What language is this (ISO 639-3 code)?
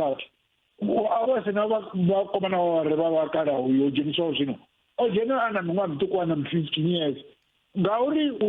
ven